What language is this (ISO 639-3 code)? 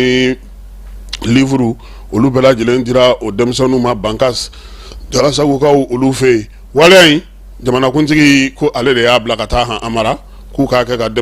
bam